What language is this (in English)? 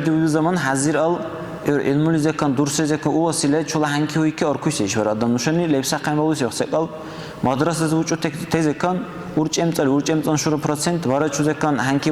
Dargwa